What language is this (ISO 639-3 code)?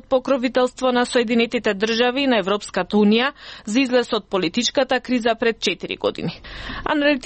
mkd